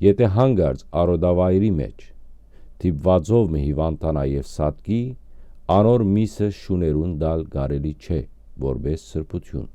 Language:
Western Armenian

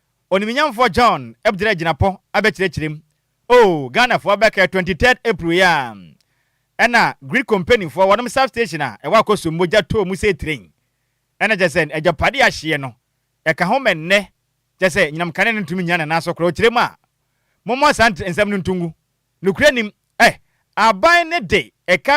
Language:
Akan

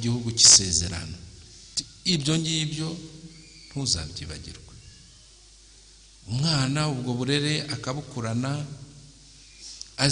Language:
Kinyarwanda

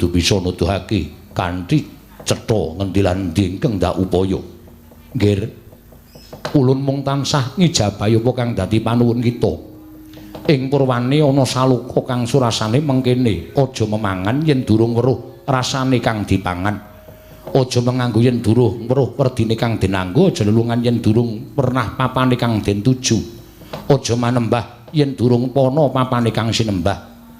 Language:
Javanese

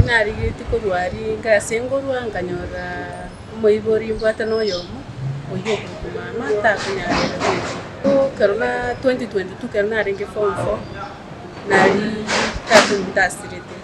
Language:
Gusii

